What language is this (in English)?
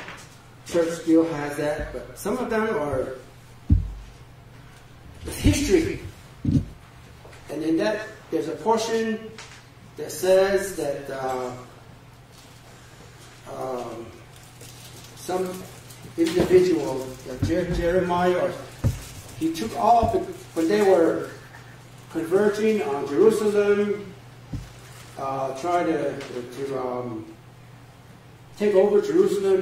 English